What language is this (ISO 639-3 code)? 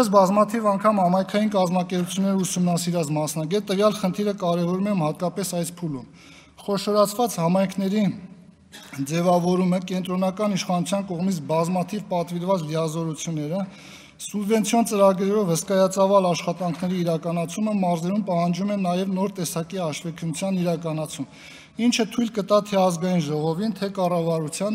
hye